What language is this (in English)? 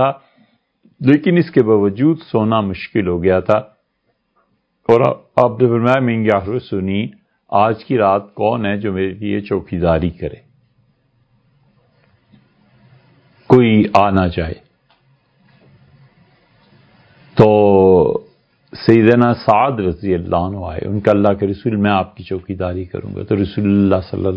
Urdu